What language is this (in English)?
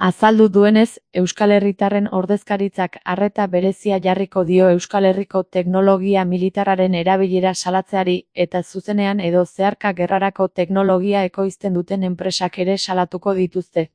Basque